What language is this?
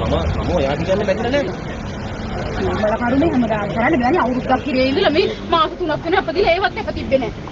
Sinhala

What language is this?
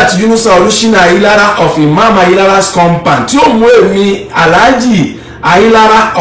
Yoruba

